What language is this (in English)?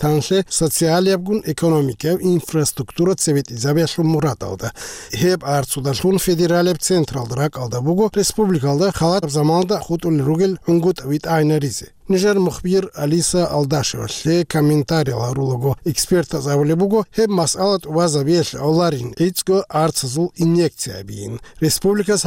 Avaric